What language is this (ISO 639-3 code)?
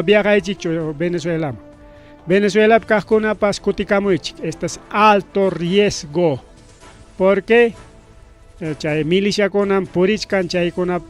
quy